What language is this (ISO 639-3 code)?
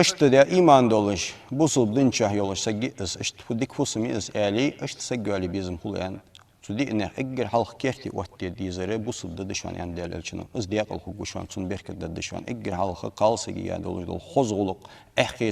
inh